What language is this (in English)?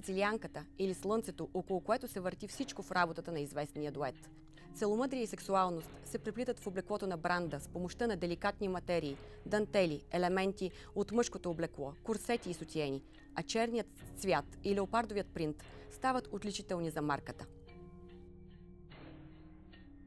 Bulgarian